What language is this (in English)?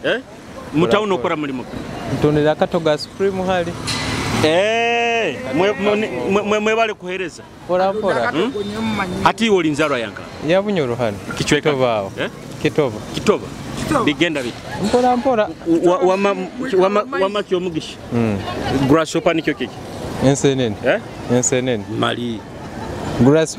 Nyoro